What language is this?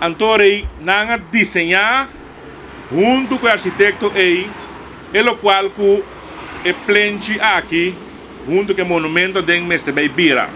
Papiamento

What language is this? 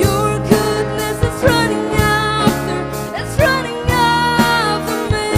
Tangkhul Naga (India)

